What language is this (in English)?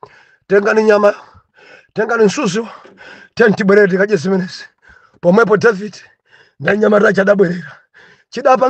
Nyanja